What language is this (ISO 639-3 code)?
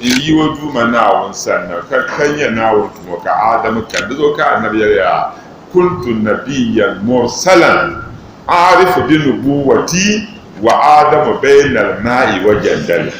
dag